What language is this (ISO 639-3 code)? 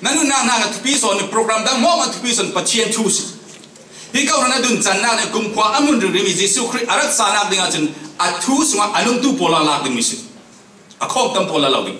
cfm